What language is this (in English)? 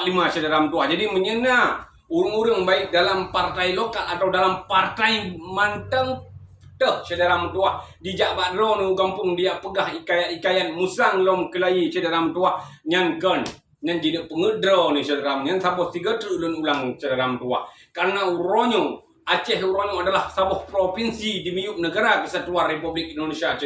Achinese